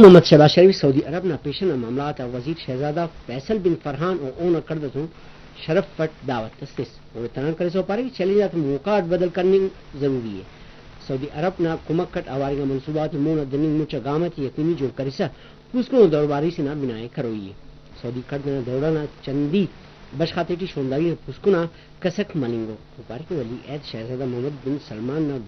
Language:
Brahui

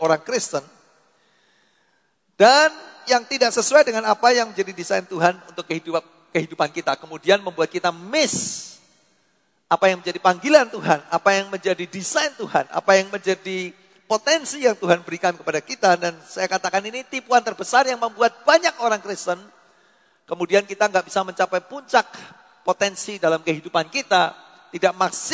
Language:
Indonesian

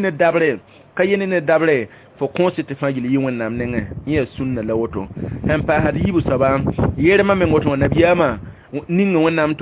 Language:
Mossi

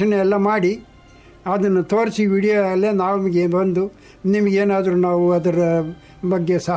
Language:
Kannada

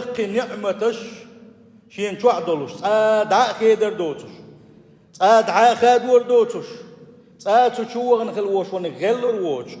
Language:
Chechen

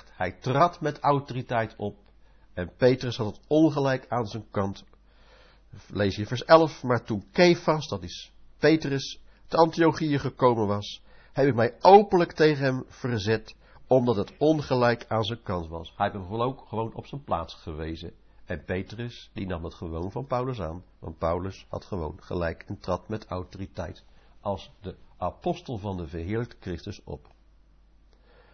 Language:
Dutch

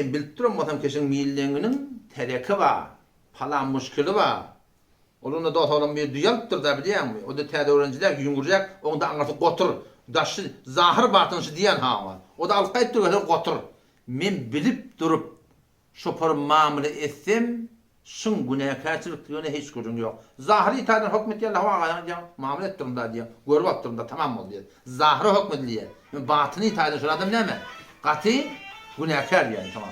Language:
Turkmen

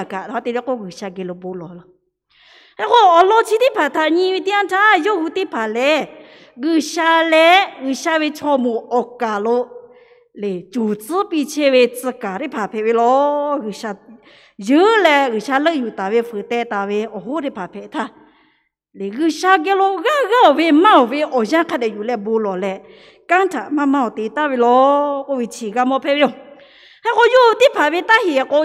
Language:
Lahu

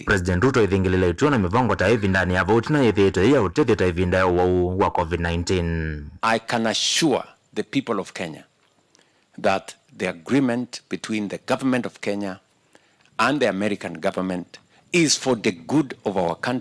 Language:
Kamba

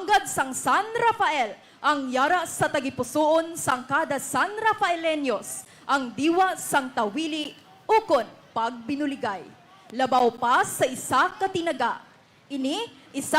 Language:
Hiligaynon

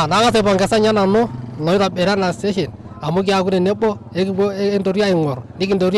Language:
Masai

